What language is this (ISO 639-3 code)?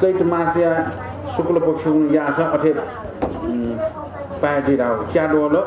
new